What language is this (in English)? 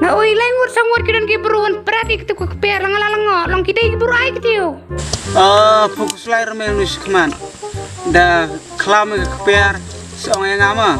Khasi